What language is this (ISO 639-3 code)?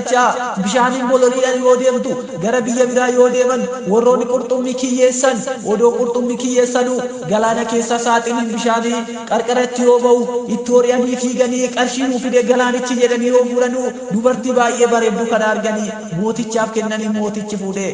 orm